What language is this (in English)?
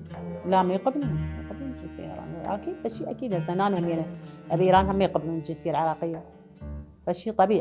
Mesopotamian Arabic